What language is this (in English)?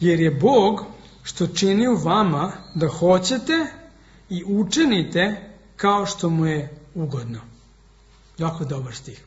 Serbian